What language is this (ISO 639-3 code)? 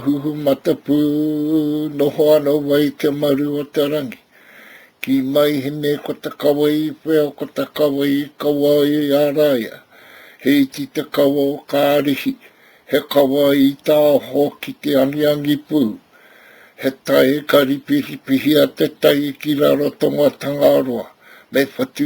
mri